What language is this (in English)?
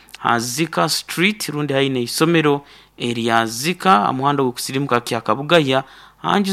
Nyoro